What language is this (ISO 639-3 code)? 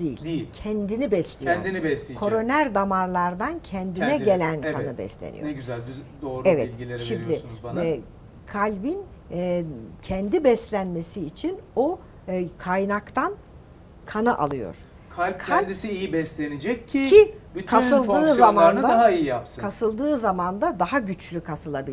tur